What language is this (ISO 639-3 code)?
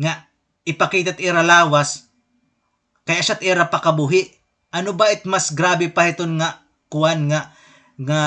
war